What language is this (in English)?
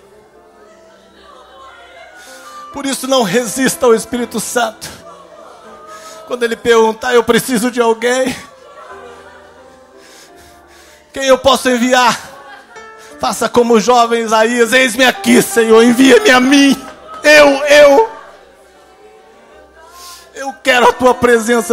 Portuguese